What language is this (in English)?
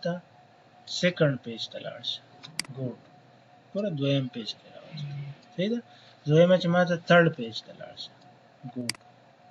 Pashto